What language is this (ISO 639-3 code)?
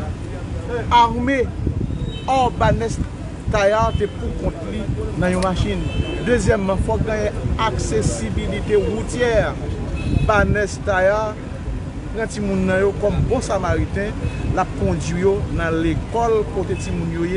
hat